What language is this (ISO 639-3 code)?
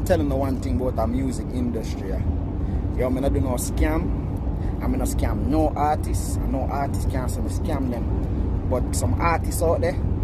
jam